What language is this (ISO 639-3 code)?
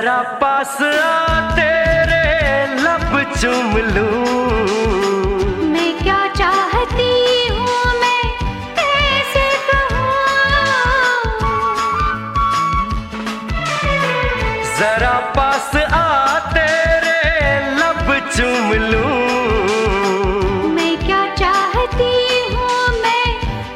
hin